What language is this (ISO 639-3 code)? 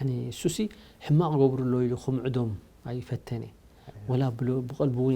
tir